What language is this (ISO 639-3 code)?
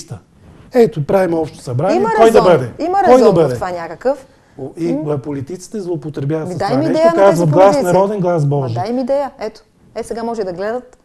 bul